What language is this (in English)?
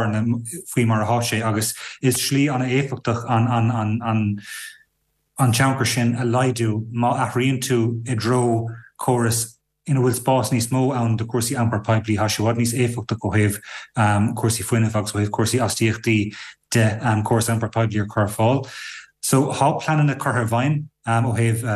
Irish